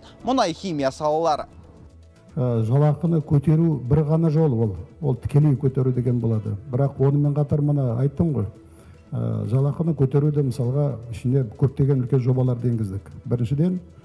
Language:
Kazakh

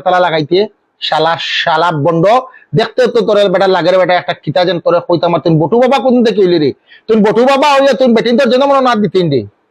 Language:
Sylheti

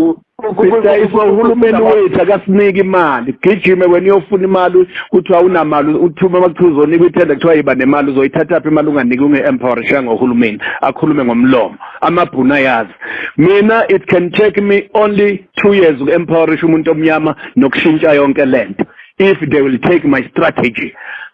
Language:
Zulu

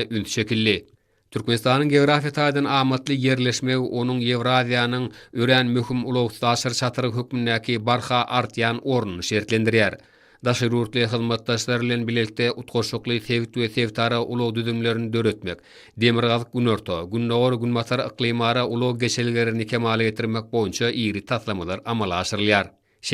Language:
Turkmen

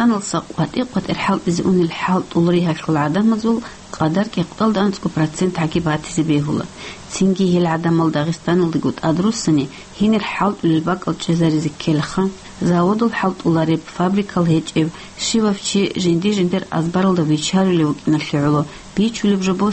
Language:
Avaric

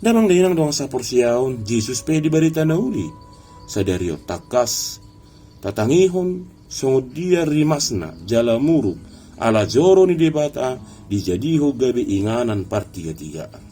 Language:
Batak Toba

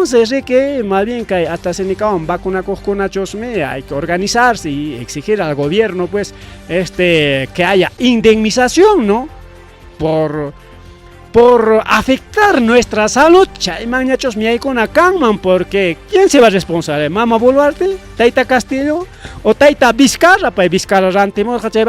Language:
Ayacucho Quechua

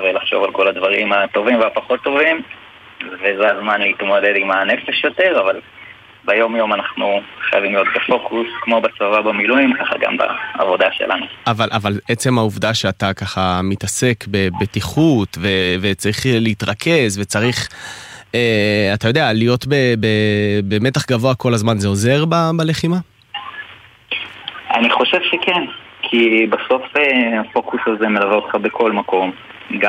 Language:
Hebrew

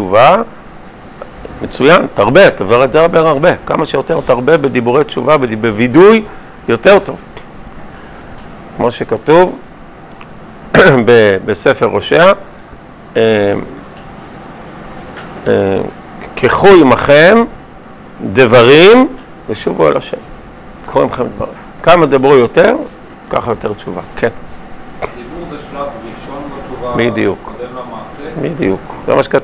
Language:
Hebrew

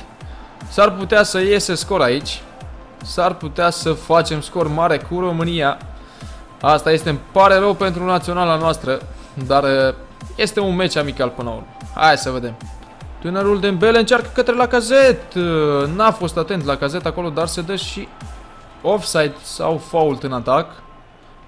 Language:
Romanian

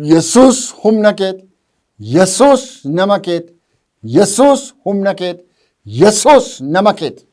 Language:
Oromo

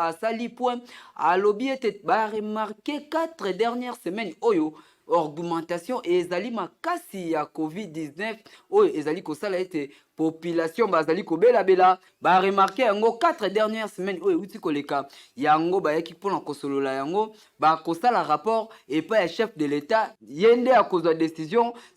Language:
Lingala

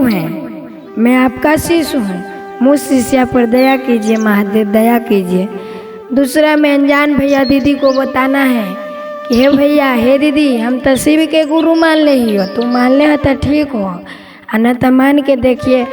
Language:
Magahi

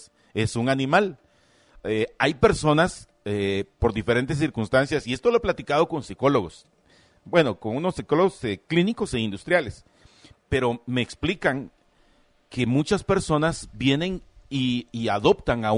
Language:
Spanish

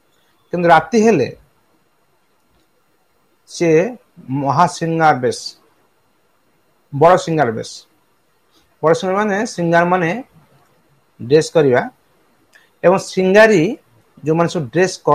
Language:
Odia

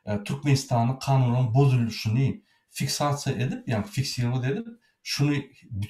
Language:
Turkmen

